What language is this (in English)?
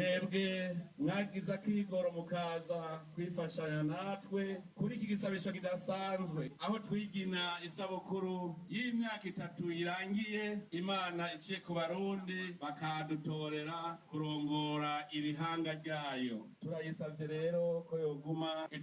Rundi